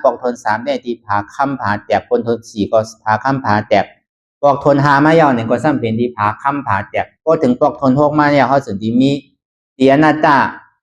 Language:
Shan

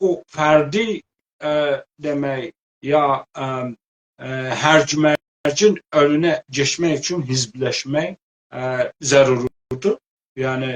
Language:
South Azerbaijani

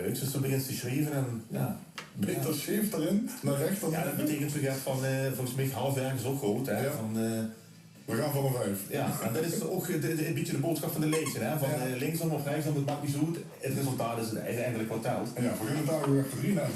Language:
Limburgish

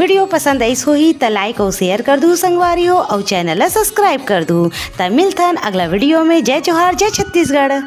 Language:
Chhattisgarhi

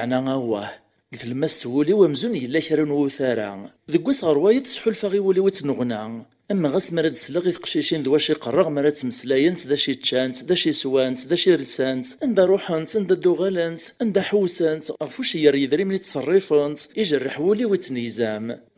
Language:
Kabyle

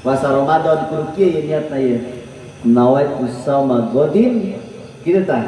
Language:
Sundanese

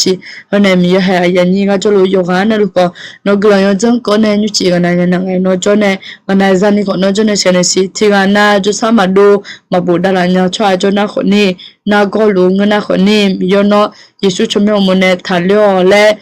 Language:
Akha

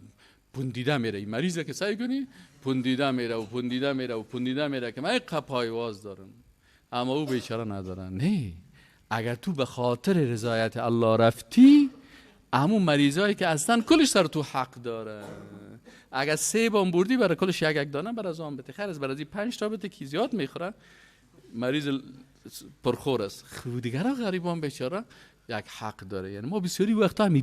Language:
Persian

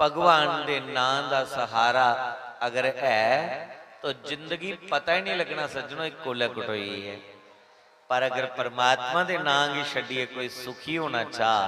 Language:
Dogri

